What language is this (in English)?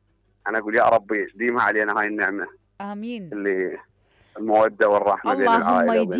Mesopotamian Arabic